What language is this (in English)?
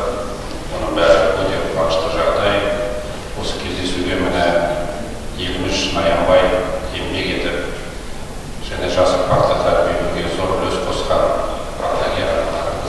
Kazakh